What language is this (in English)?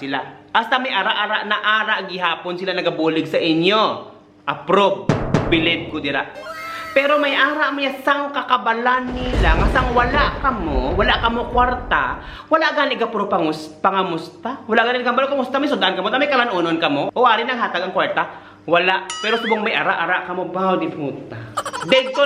Hiligaynon